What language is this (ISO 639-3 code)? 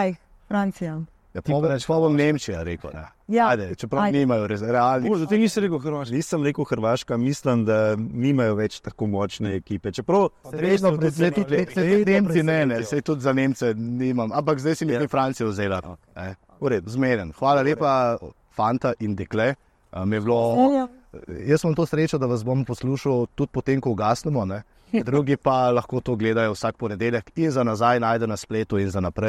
slv